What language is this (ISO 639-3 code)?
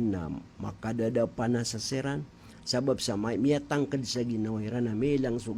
mrw